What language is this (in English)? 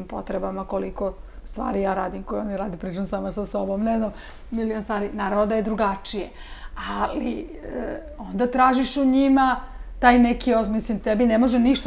Serbian